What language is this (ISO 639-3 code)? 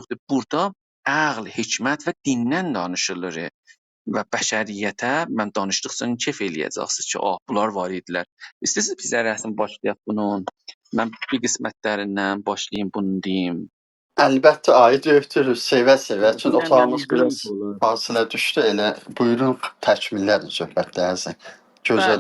azb